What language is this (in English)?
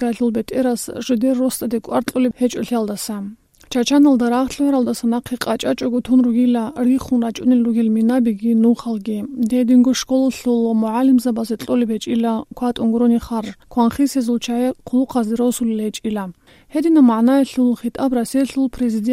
Avaric